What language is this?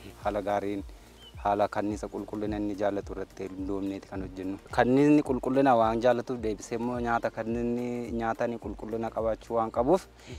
Oromo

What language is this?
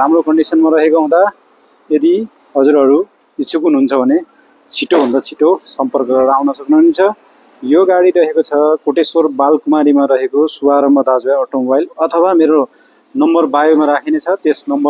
Nepali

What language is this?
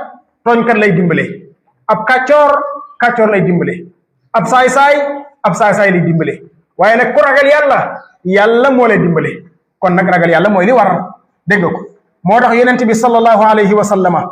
Wolof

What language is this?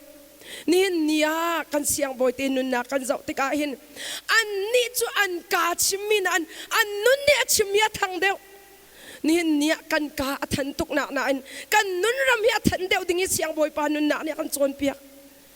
Hakha Chin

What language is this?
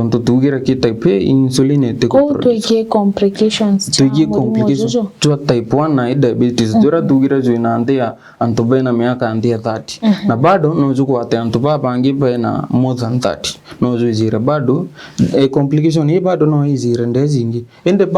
Meru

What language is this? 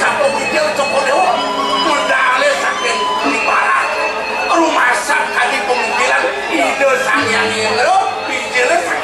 Balinese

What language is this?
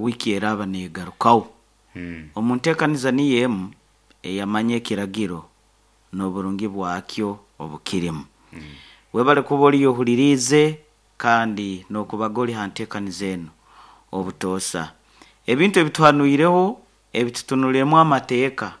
Nyankole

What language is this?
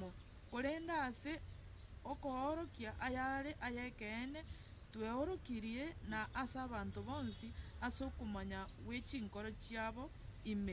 Gusii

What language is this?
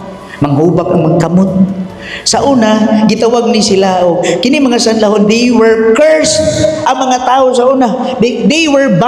Cebuano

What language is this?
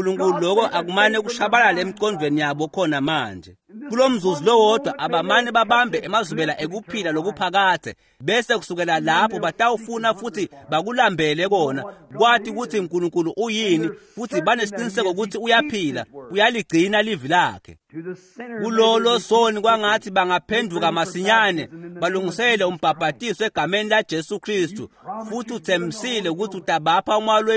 Swati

